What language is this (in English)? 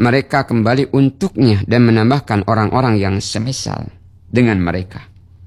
Indonesian